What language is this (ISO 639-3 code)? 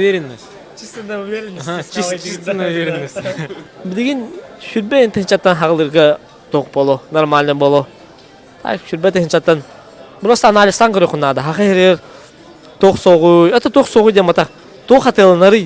sah